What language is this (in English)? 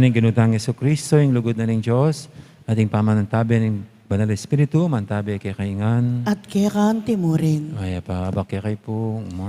Pampanga